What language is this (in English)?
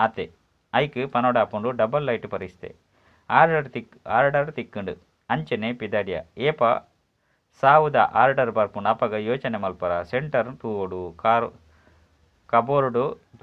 Tulu